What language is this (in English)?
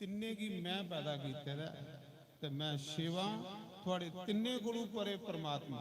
Dogri